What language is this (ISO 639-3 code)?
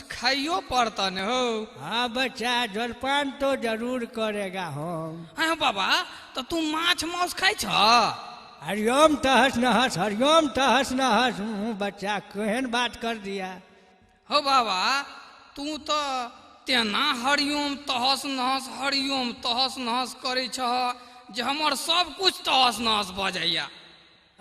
mai